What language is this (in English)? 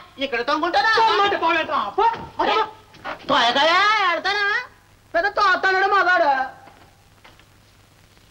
Telugu